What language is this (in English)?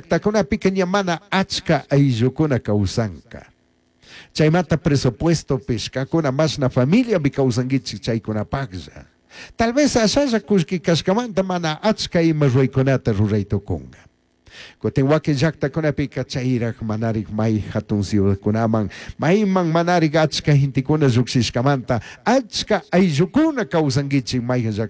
Chimborazo Highland Quichua